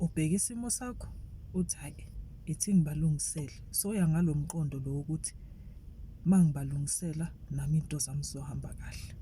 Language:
Zulu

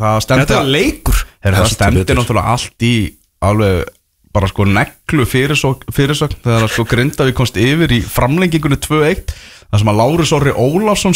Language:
Icelandic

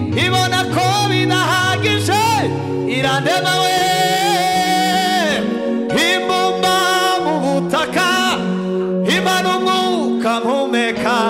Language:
Kinyarwanda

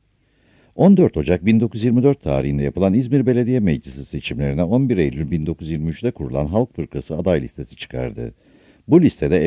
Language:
Turkish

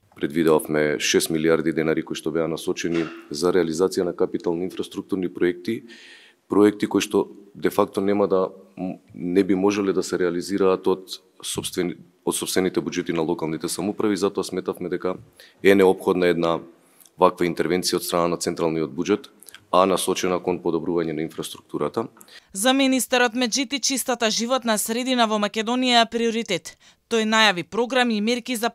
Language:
Macedonian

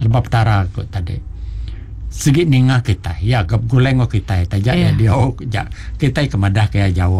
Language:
Malay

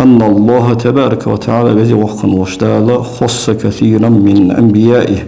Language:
Ingush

